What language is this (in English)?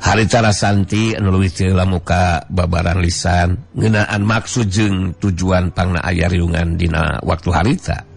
Sundanese